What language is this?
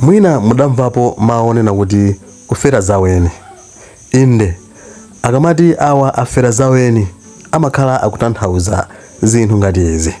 Nyanja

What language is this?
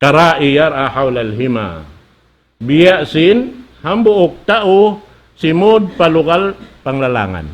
Tausug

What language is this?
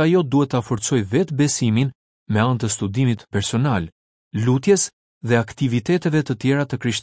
Albanian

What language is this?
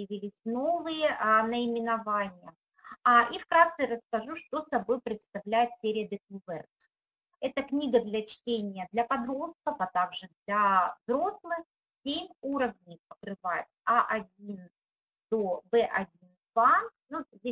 Russian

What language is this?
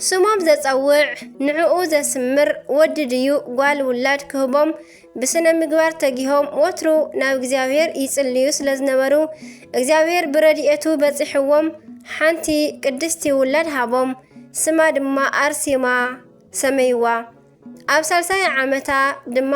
Tigrinya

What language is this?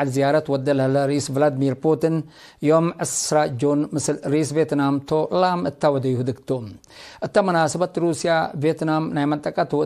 Tigre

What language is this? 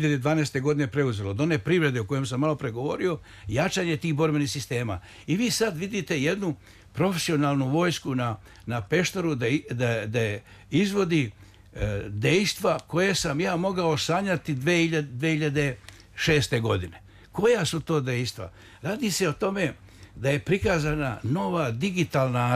Serbian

